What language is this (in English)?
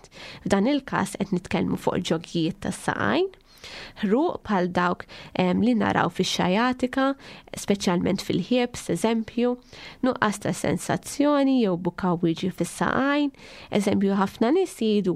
Maltese